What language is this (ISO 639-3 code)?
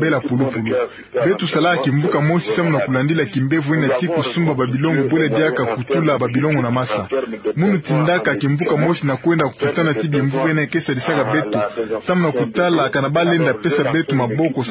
ktu